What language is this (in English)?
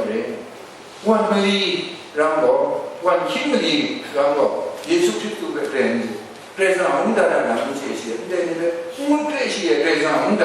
Kachin